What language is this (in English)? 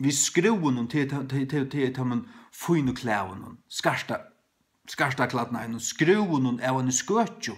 Faroese